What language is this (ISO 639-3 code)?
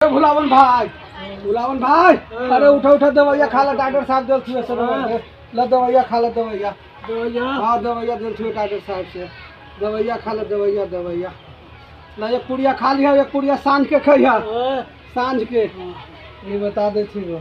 mag